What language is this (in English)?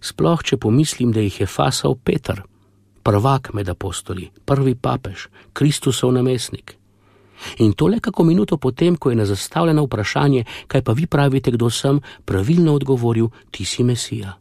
Slovenian